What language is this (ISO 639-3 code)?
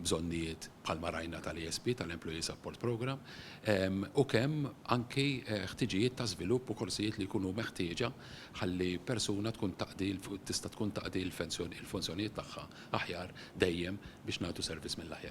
mlt